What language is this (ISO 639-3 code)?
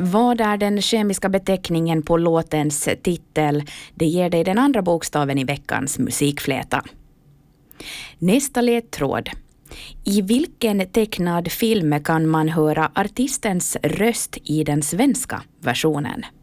swe